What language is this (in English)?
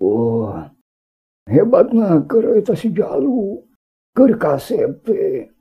Sundanese